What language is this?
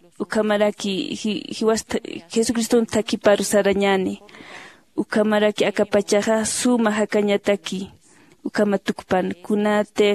Aymara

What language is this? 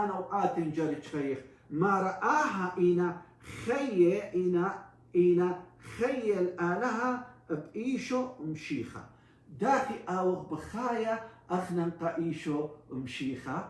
Assyrian Neo-Aramaic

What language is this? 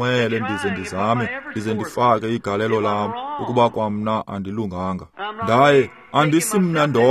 Xhosa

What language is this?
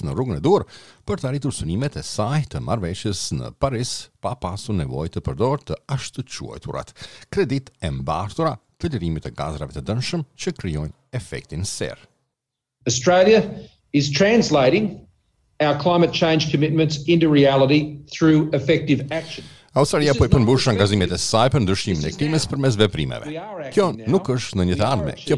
Albanian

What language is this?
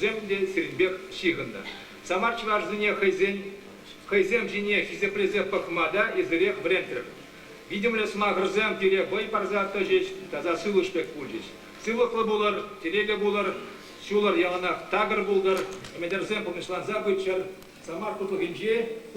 Chuvash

